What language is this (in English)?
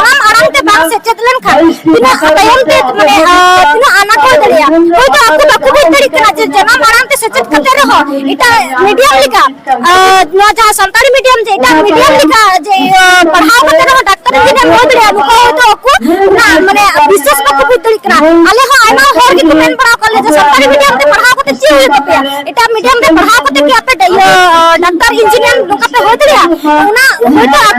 Santali